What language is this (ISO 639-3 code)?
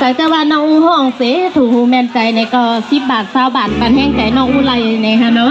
shn